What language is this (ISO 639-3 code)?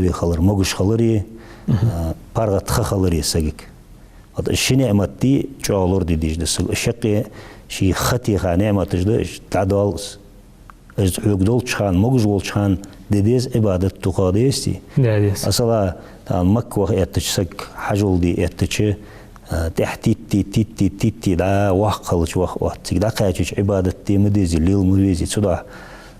inh